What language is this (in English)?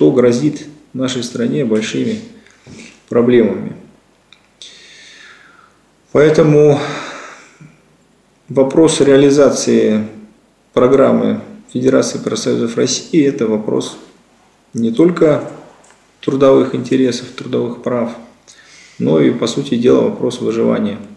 Russian